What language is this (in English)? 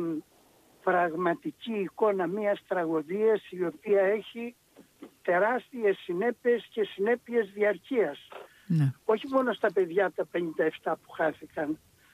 Greek